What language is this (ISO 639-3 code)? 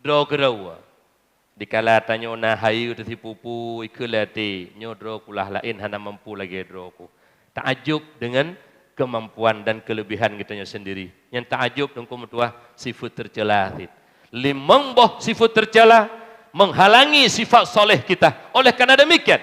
ace